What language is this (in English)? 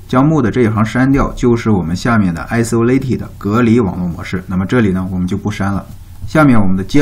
Chinese